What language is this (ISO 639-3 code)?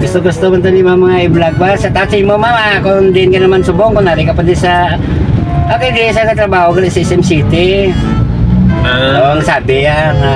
hil